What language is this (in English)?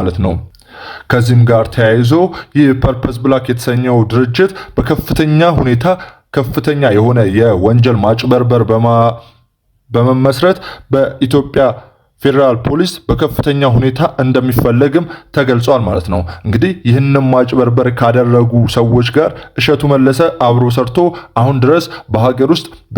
Amharic